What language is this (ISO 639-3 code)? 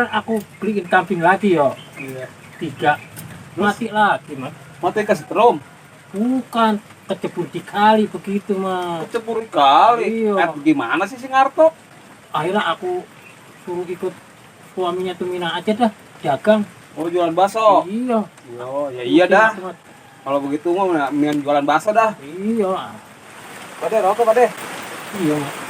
bew